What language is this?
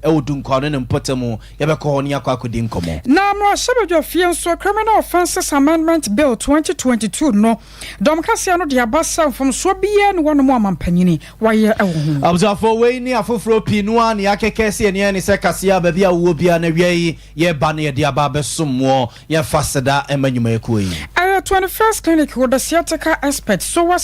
Akan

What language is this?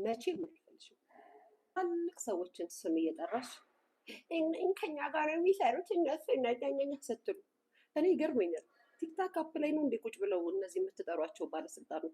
Amharic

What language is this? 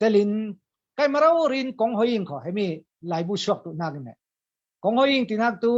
Falam Chin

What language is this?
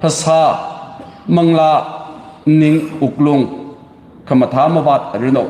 Tangkhul Naga (India)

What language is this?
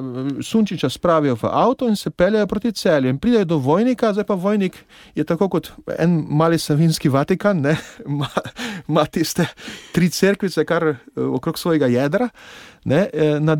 Slovenian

